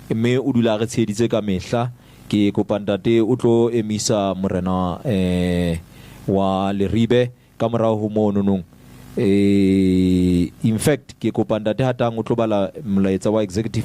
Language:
Southern Sotho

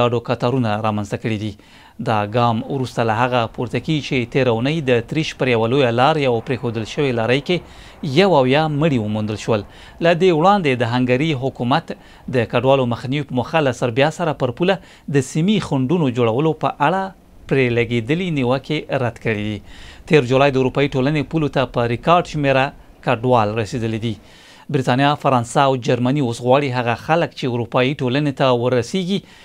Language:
Pashto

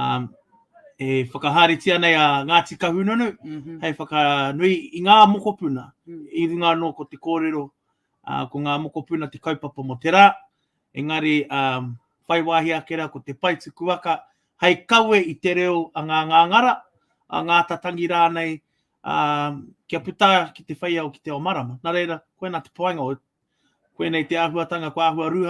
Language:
Māori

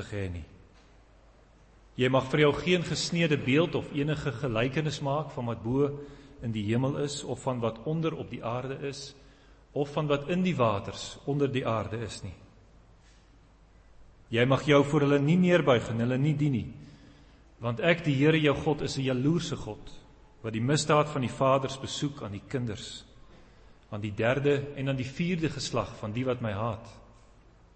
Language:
Afrikaans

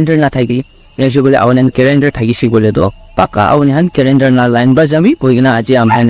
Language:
Naga Pidgin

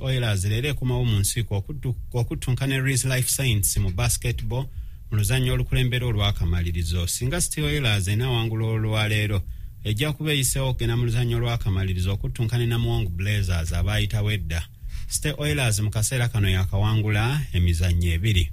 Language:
Ganda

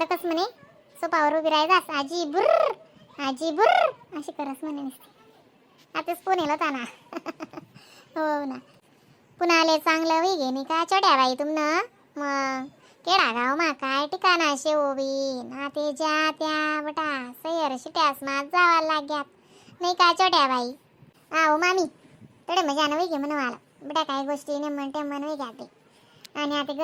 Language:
Khandesi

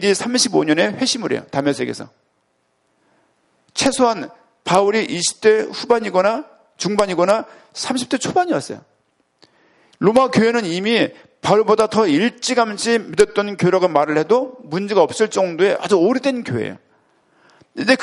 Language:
Korean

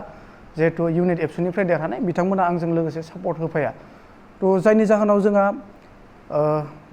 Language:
Bodo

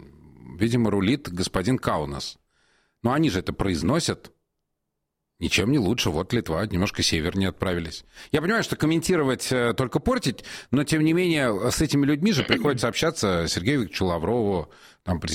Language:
Russian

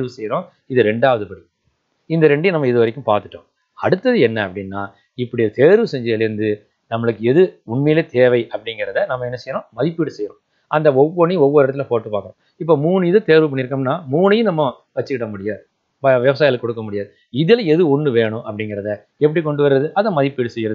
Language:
Tamil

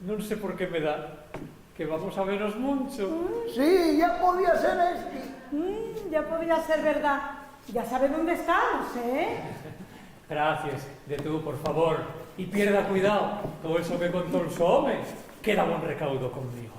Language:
Asturian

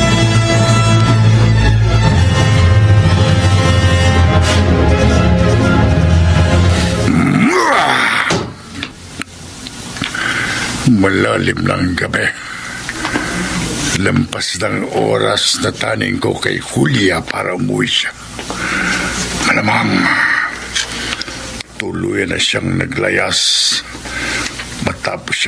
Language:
Filipino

